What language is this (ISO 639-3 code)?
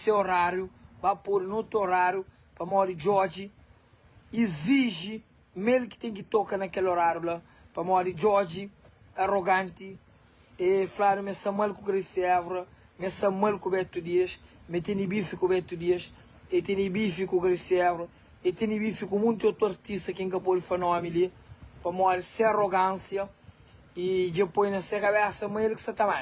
kea